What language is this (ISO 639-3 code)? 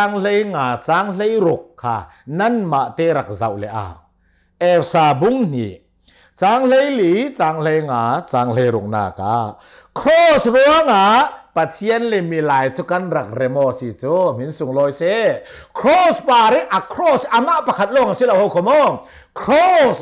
cnh